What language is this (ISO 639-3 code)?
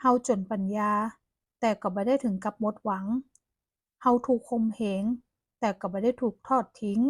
nod